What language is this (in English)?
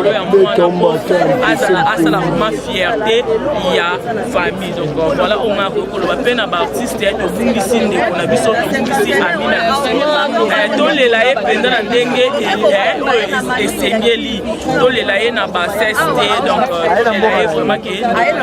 Lingala